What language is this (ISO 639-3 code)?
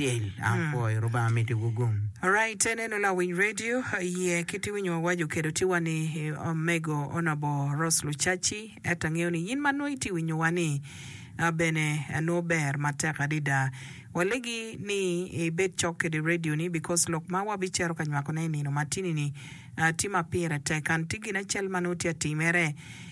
ach